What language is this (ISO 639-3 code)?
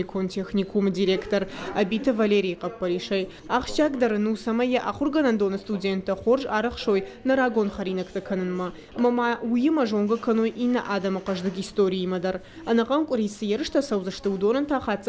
oss